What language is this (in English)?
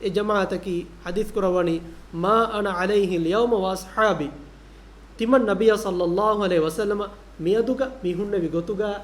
Divehi